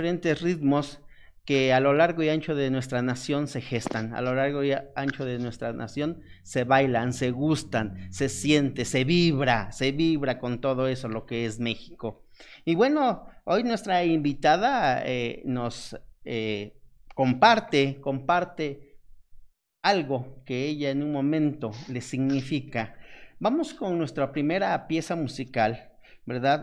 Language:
Spanish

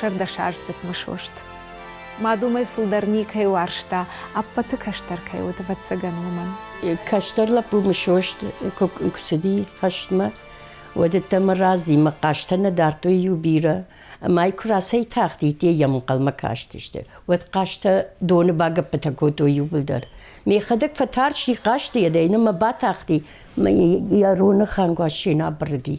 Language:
Ossetic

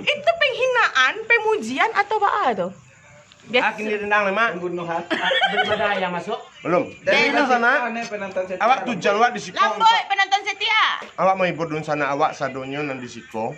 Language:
Minangkabau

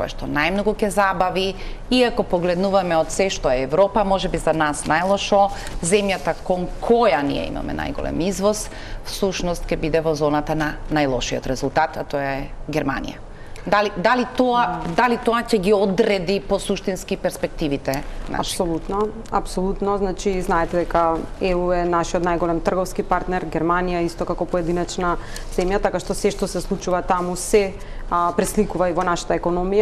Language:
Macedonian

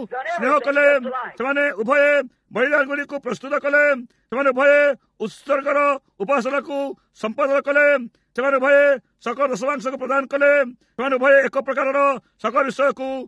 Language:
Odia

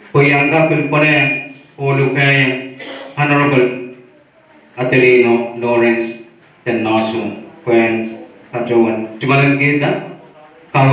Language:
Pohnpeian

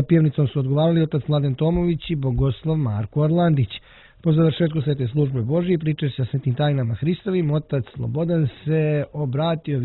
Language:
Serbian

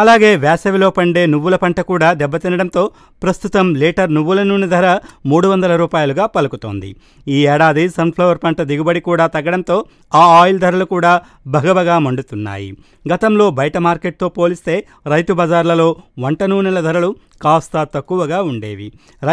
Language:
Telugu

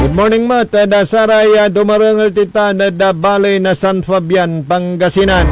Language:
Pangasinan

